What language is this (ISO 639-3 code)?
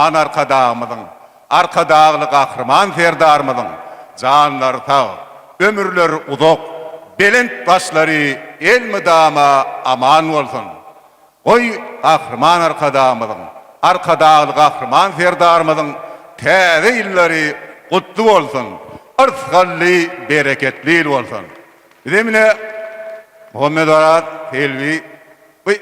tuk